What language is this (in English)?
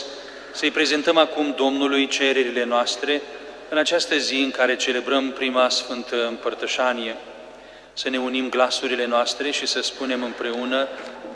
Romanian